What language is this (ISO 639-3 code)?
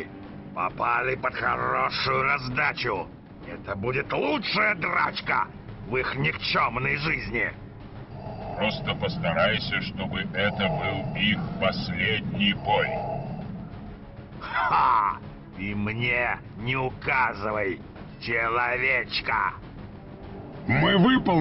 rus